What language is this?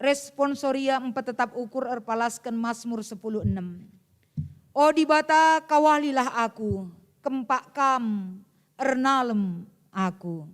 Batak Karo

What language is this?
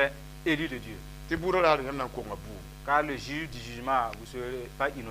Mossi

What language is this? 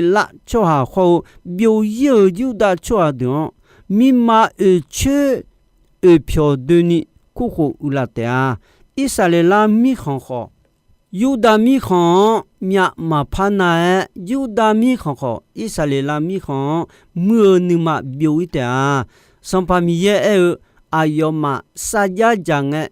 Akha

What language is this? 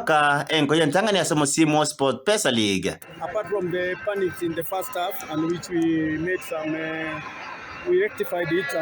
Gusii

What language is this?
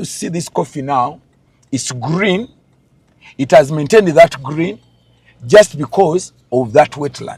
Ganda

